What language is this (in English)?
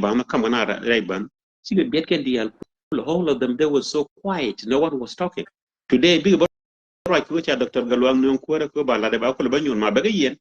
Nuer